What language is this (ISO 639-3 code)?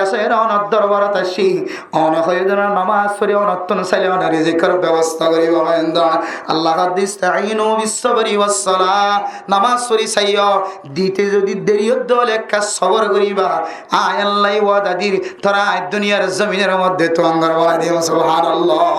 rhg